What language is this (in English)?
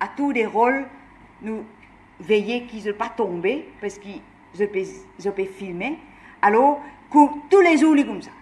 Morisyen